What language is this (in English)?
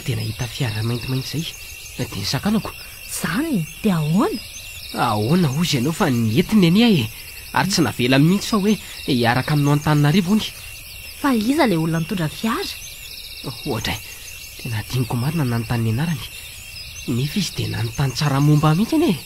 Malagasy